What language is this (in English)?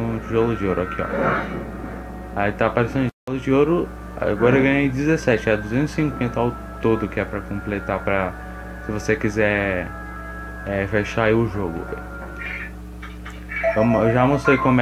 Portuguese